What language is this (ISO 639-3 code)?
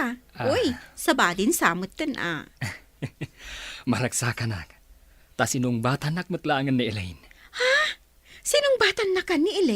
ilo